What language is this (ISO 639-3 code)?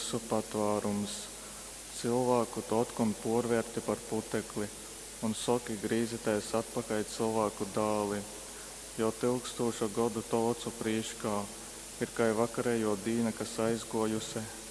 ltg